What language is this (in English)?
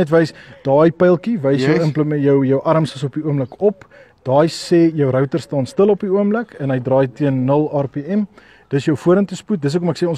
Afrikaans